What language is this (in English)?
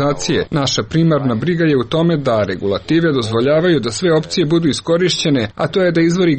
Serbian